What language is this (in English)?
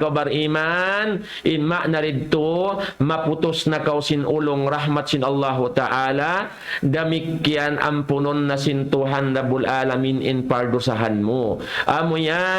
Tausug